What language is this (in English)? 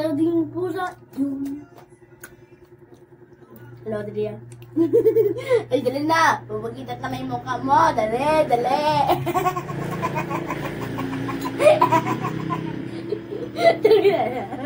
Filipino